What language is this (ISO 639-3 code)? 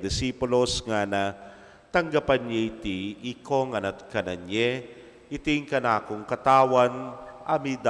pam